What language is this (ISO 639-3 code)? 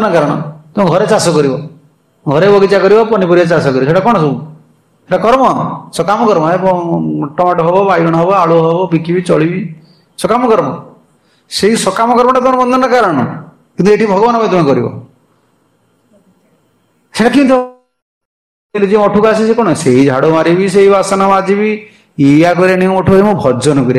ori